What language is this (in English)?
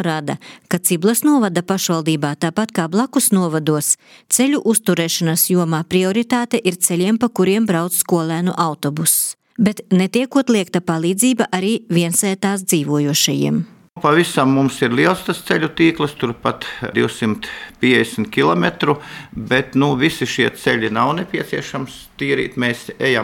Latvian